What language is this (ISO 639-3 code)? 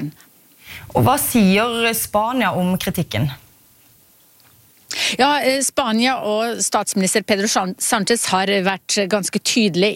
nor